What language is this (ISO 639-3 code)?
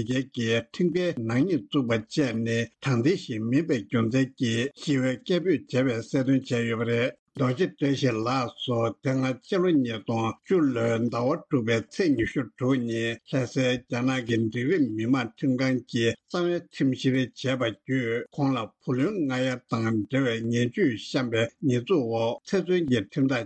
bod